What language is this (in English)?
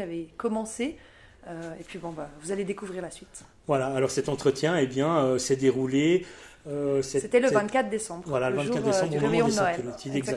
French